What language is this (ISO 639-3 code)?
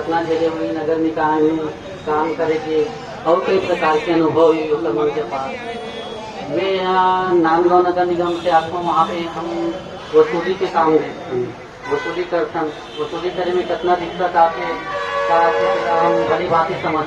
hne